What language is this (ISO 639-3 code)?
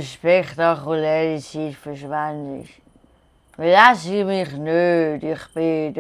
gsw